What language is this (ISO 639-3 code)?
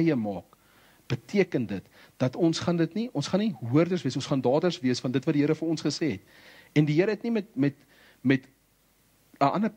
afr